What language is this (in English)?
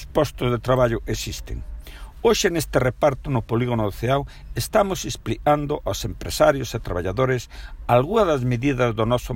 Galician